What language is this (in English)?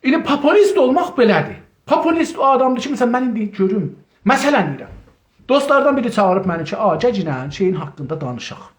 South Azerbaijani